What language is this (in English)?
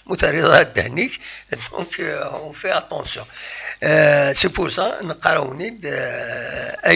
Kabyle